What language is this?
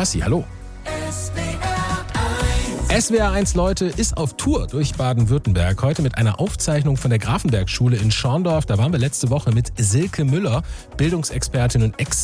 German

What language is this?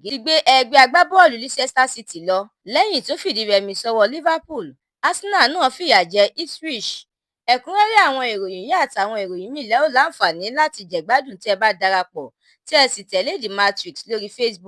Yoruba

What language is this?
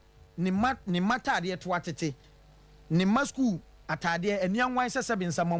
Akan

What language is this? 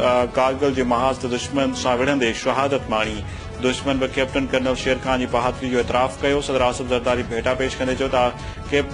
Sindhi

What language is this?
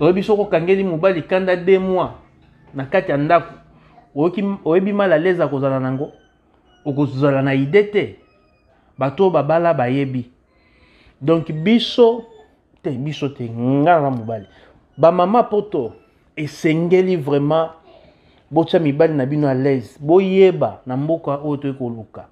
Lingala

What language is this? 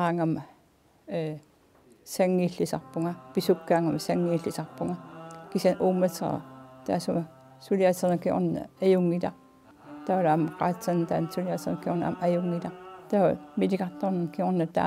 Kalaallisut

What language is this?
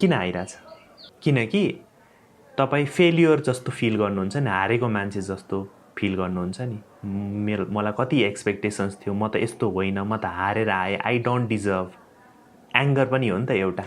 Nepali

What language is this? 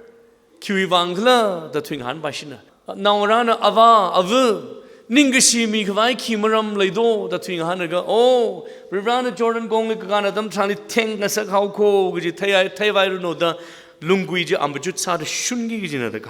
Tangkhul Naga (India)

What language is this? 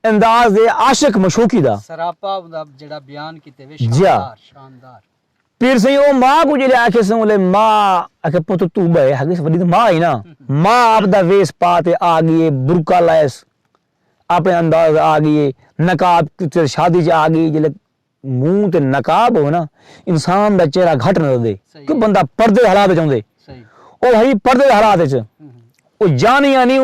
Saraiki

